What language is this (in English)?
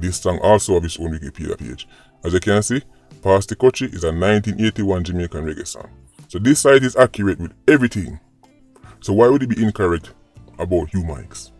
Jamaican Creole English